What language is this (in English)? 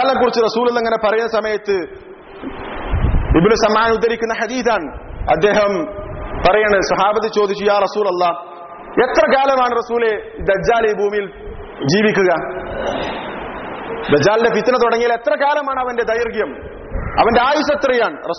Malayalam